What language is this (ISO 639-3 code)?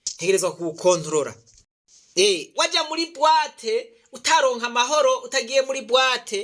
run